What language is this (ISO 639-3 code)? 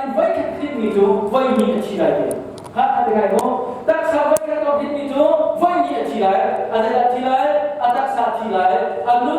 cnh